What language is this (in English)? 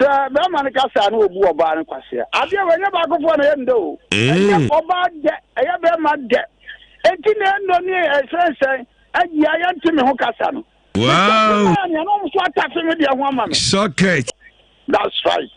Akan